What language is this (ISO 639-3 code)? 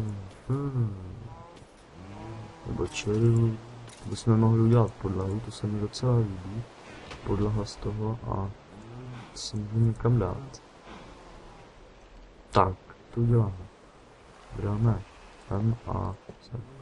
ces